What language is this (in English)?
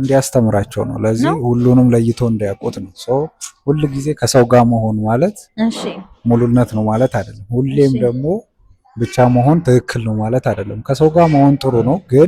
Amharic